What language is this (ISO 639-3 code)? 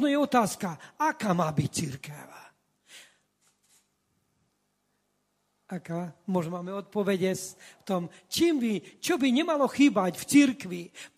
slk